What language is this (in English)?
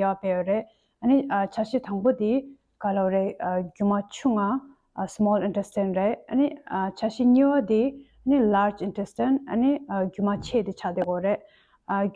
Tibetan